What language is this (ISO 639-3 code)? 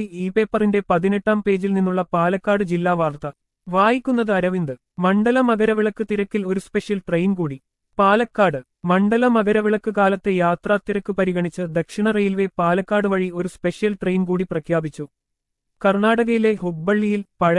mal